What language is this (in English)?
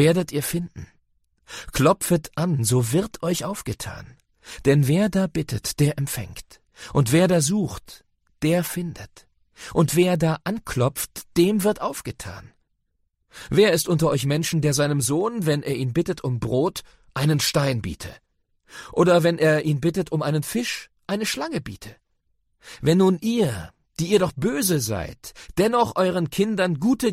German